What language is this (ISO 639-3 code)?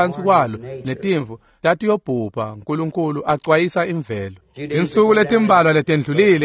ssw